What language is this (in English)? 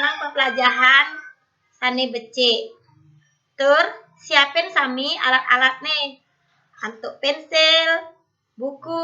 Balinese